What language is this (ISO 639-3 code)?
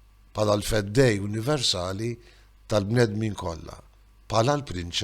mlt